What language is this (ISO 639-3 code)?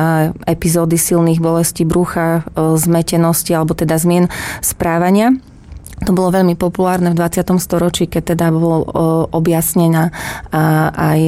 slk